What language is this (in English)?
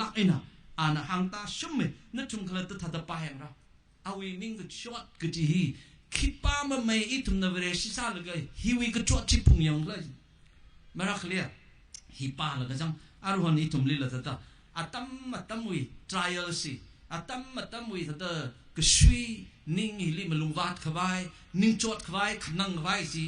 Tangkhul Naga (India)